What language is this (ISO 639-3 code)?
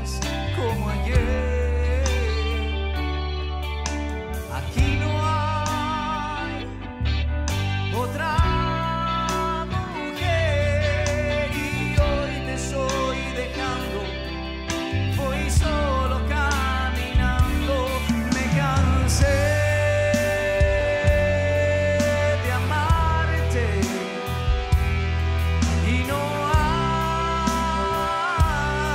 spa